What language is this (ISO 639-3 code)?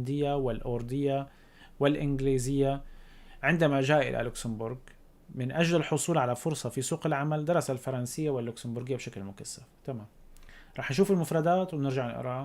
apc